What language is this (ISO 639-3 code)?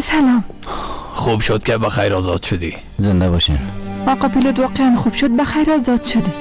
tgk